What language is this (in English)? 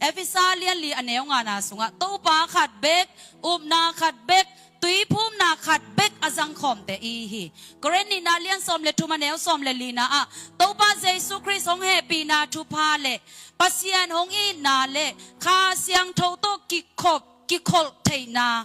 Tedim Chin